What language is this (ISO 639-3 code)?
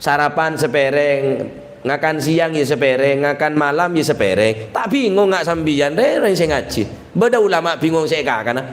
mad